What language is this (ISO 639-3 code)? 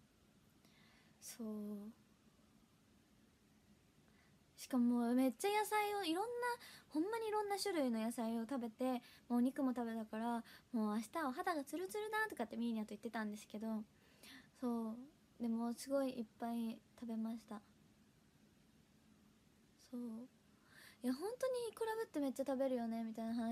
jpn